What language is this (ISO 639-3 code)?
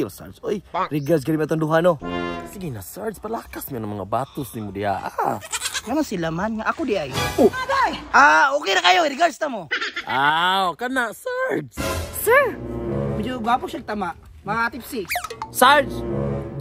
ceb